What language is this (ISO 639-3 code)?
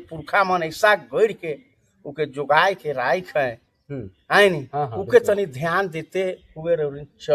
sck